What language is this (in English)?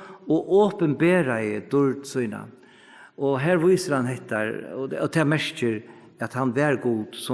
Faroese